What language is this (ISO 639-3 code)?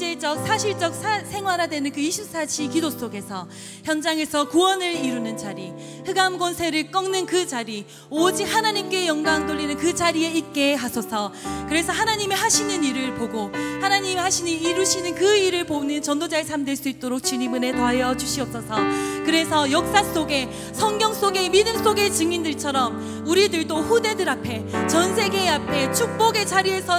kor